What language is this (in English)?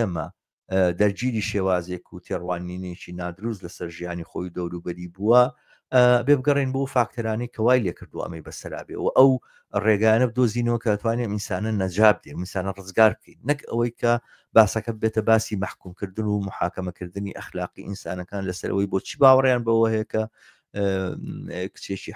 Central Kurdish